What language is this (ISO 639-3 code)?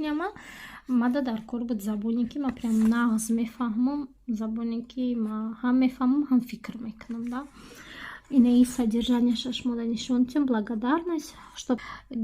tgk